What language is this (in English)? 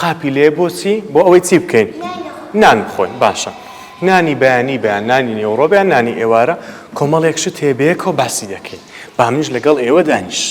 Central Kurdish